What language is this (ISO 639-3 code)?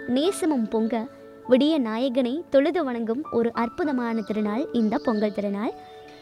tam